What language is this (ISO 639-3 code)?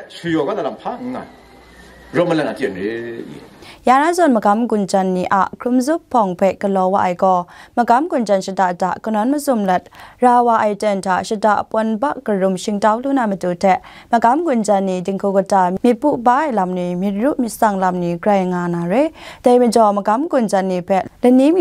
kac